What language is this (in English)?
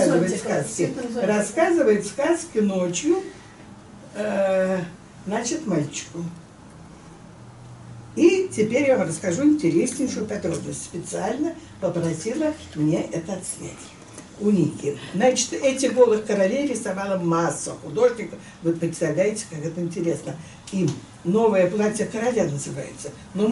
Russian